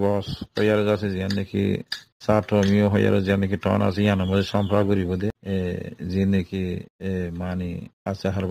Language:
Rohingya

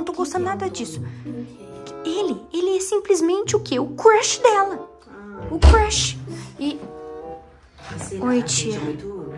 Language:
Portuguese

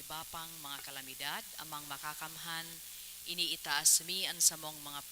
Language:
Bikol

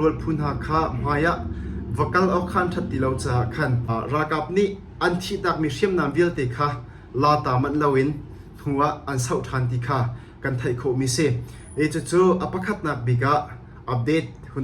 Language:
Hakha Chin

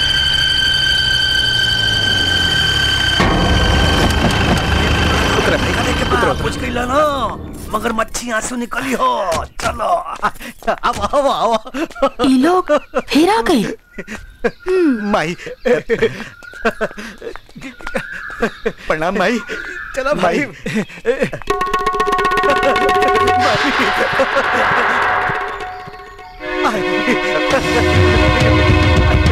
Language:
Bhojpuri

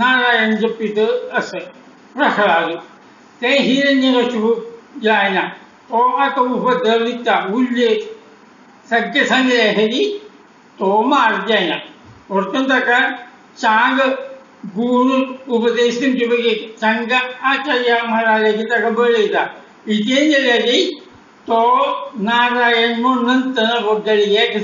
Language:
Konkani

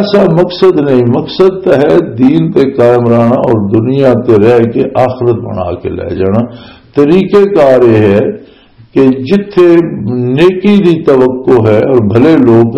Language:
Western Panjabi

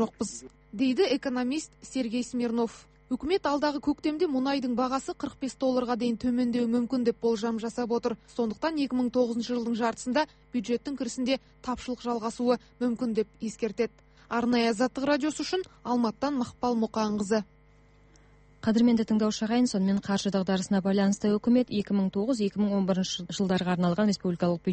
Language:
Kazakh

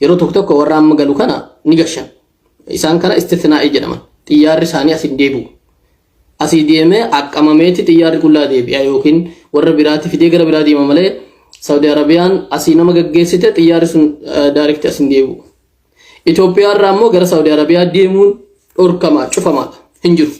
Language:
Oromo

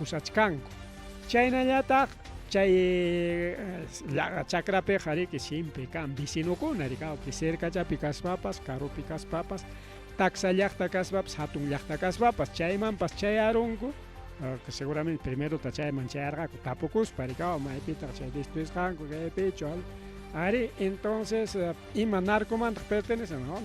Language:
Ayacucho Quechua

